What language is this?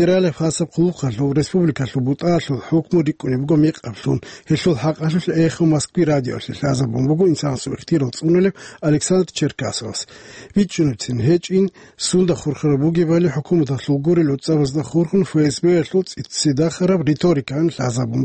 Avaric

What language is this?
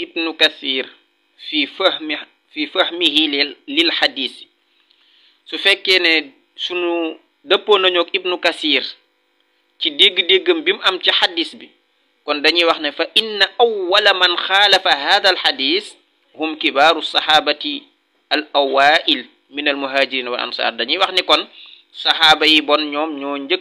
Wolof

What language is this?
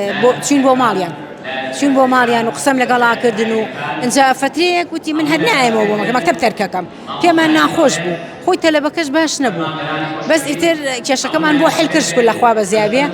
Central Kurdish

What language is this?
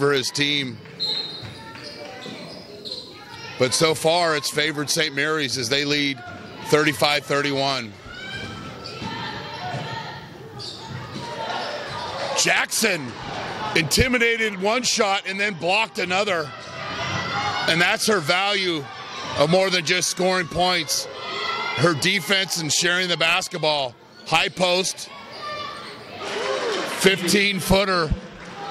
English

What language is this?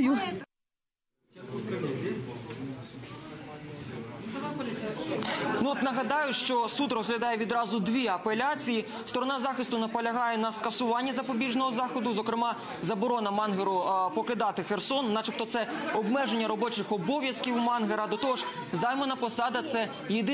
Ukrainian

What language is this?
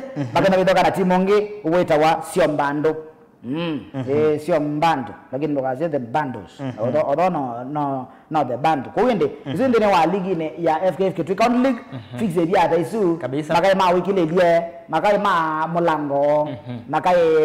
Kamba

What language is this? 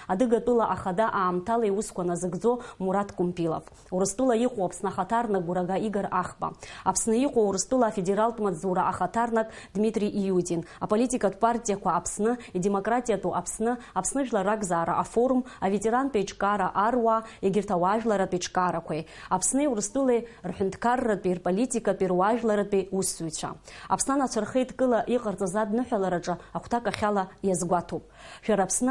Abkhazian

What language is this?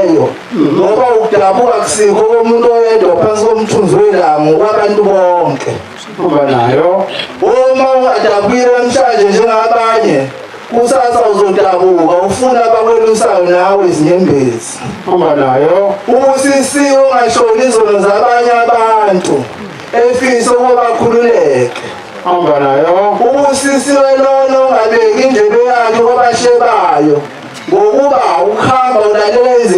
Zulu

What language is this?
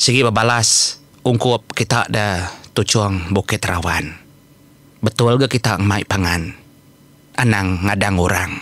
Iban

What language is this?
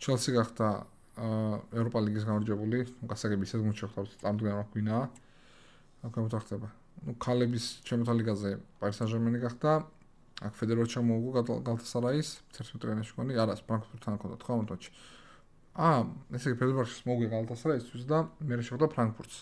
Georgian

